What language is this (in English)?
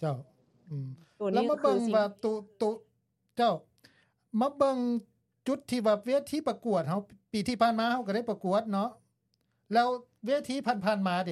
Lao